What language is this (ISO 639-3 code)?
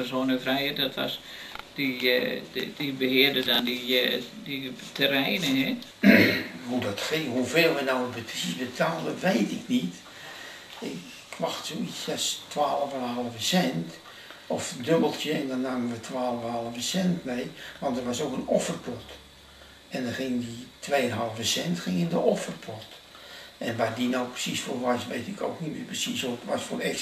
nld